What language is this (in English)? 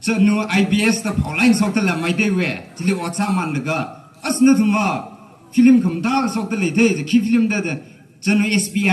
Tangkhul Naga (India)